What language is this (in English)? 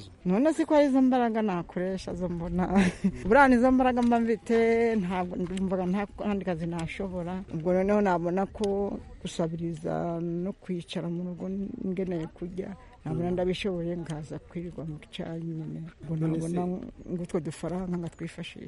Kinyarwanda